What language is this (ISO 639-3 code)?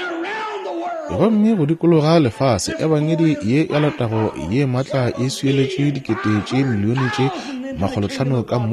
nso